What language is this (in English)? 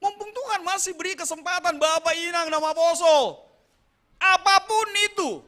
Batak Simalungun